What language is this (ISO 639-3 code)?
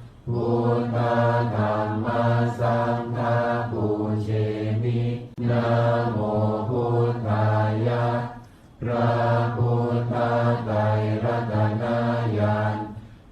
pli